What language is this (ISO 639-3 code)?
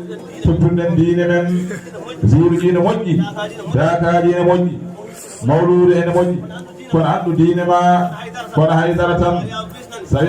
ful